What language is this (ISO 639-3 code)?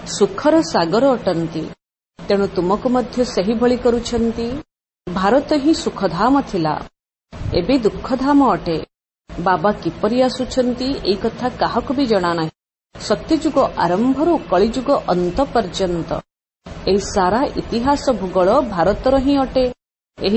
ori